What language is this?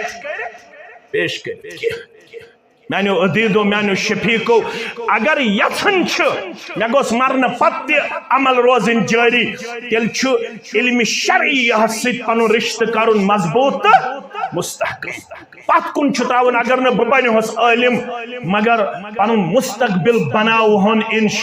Kashmiri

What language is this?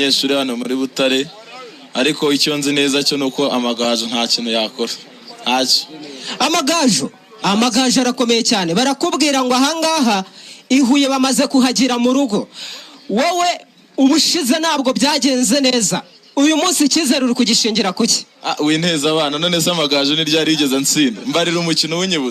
Kinyarwanda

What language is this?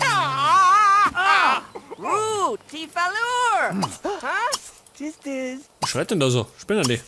Bavarian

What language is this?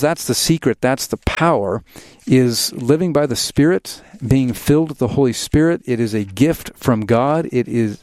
English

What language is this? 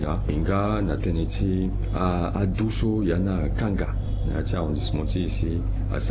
Sango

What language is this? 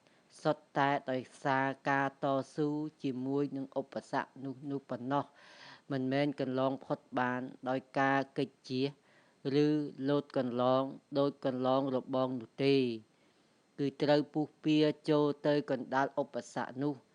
Khmer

